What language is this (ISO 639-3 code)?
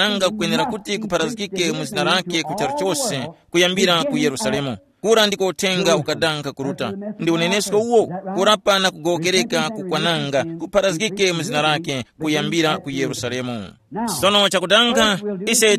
tum